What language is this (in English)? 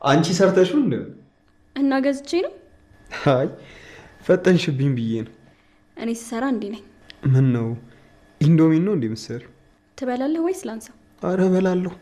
Amharic